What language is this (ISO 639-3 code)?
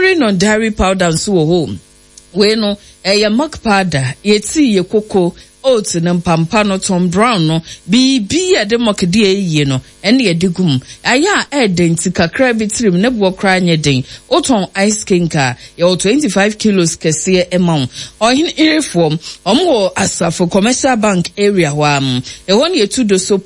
aka